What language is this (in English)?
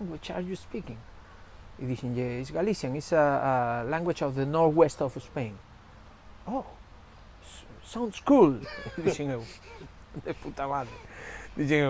Galician